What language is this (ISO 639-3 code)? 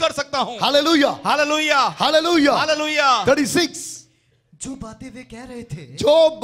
hin